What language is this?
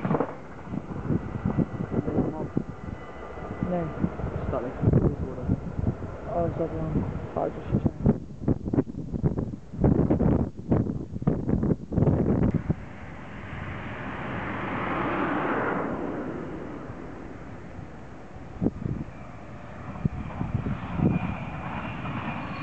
Dutch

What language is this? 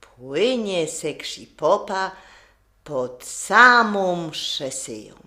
Silesian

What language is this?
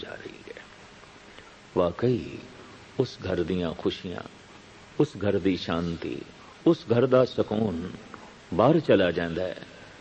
Punjabi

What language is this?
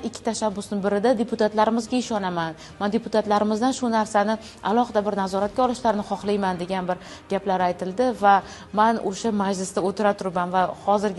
Uzbek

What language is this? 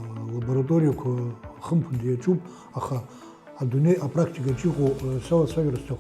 Abkhazian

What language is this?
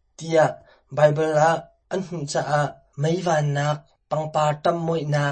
Hakha Chin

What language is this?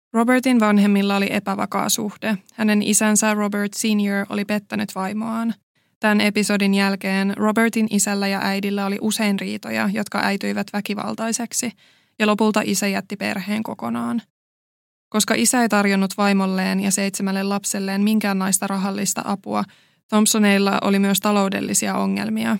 Finnish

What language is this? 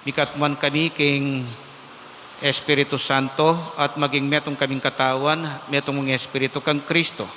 Pampanga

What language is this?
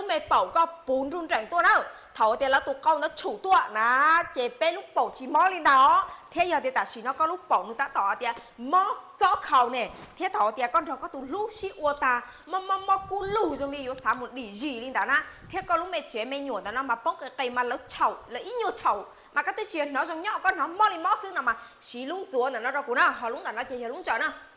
Hmong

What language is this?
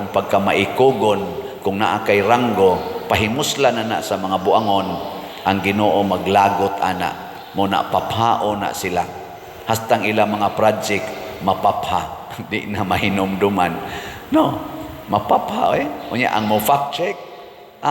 Cebuano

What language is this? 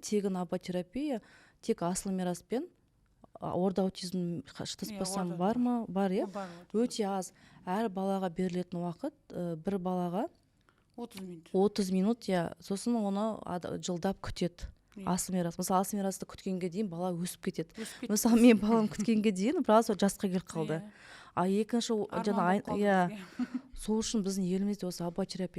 Kazakh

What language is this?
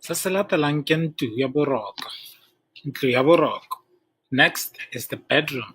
Tswana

